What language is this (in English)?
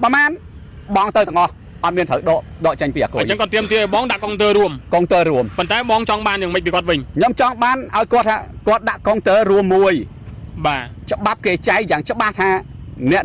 Khmer